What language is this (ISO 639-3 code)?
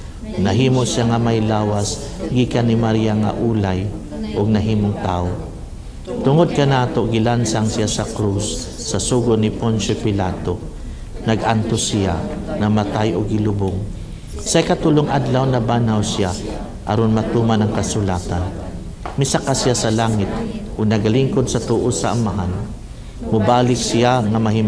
ceb